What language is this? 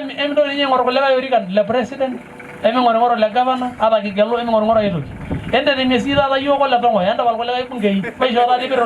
Masai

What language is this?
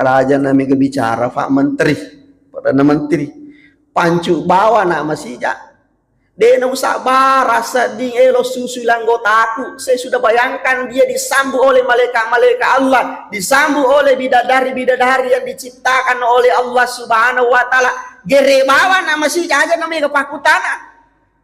Buginese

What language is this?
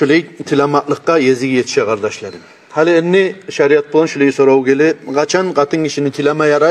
Kumyk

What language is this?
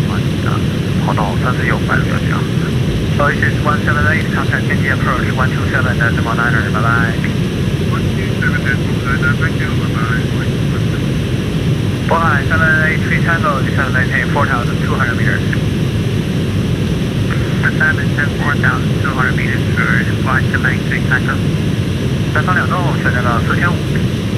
Chinese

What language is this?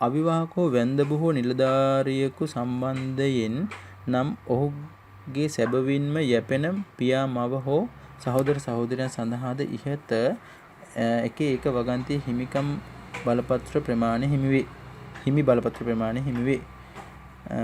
Sinhala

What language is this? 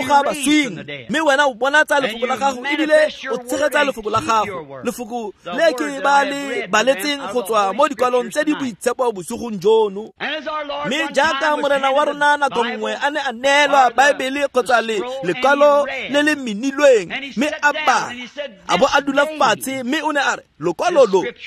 Tswana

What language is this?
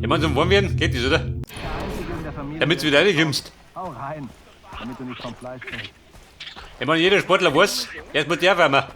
Bavarian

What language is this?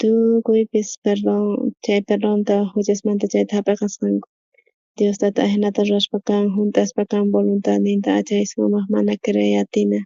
South Bolivian Quechua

